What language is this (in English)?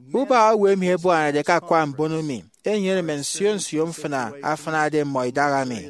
Efik